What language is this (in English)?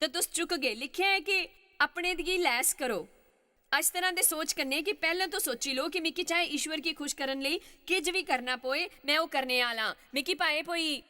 Dogri